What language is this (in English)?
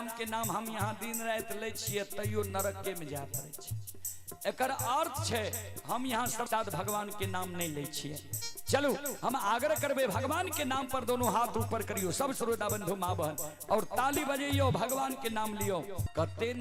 Maithili